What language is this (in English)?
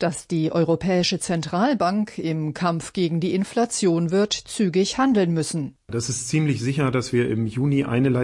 German